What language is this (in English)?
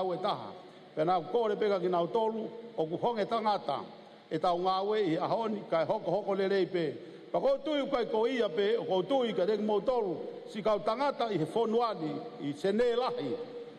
Tongan